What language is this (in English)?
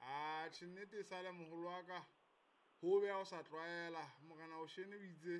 Southern Sotho